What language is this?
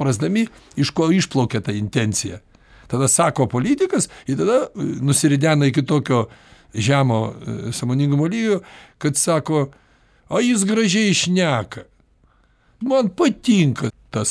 Lithuanian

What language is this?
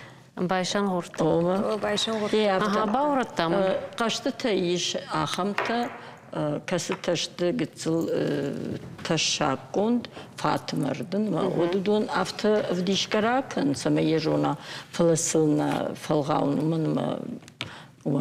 Ossetic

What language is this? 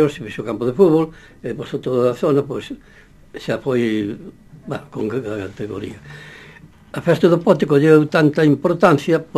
Galician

